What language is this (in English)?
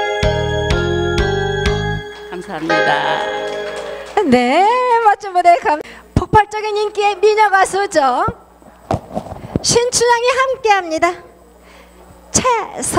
Korean